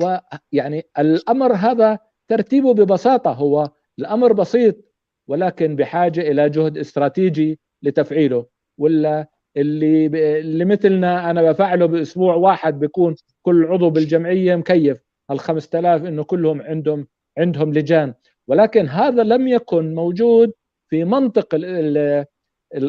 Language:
North Levantine Arabic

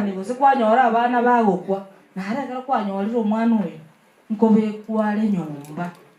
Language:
Gusii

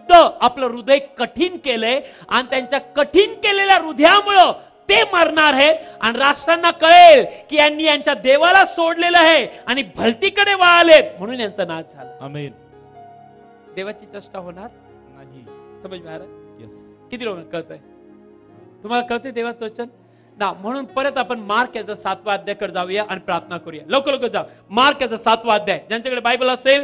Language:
Marathi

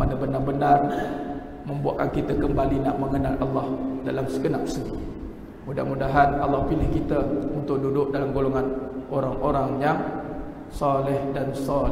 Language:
Malay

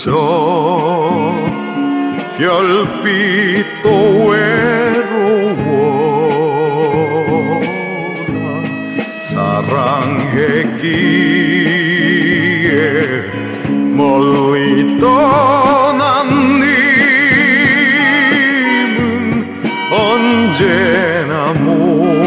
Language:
Korean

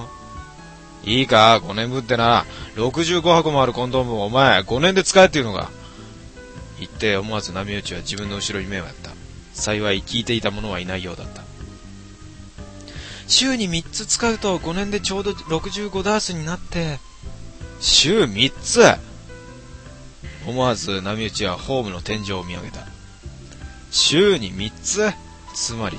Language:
Japanese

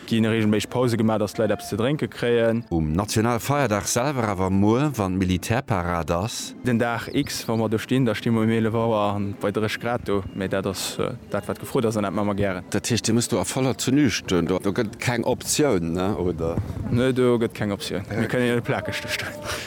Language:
Luxembourgish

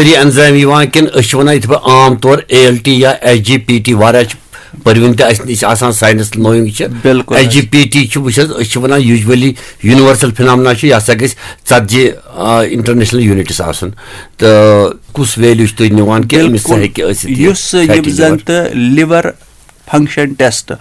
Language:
Kashmiri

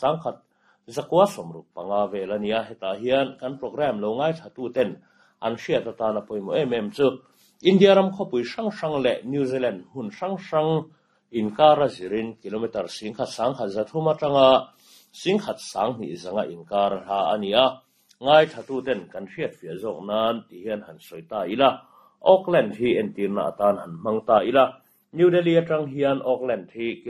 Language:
Mizo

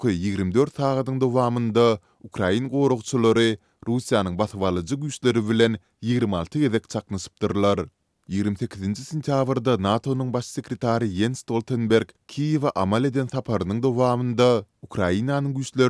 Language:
Turkmen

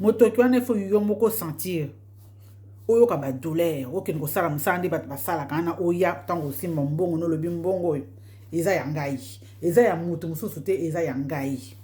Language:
Lingala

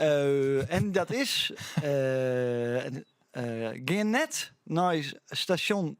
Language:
Western Frisian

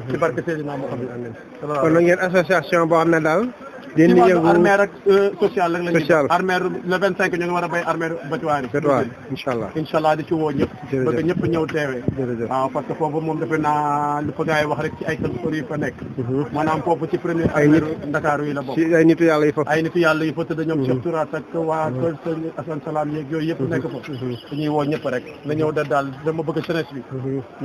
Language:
Wolof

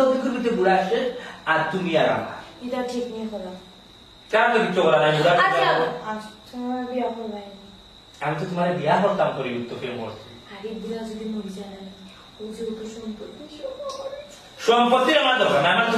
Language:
Sylheti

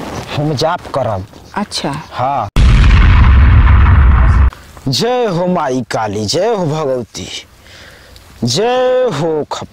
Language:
Bhojpuri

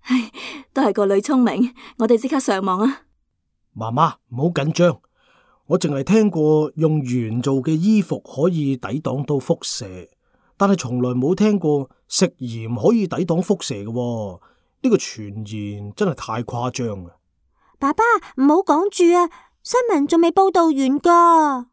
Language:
Cantonese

